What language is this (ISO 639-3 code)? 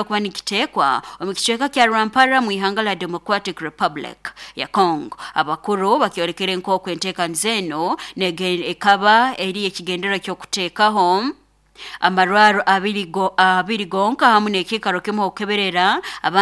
nyo